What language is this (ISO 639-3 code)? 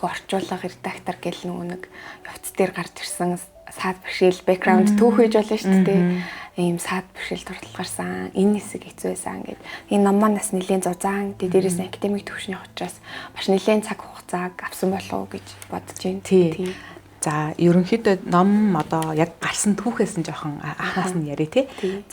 mon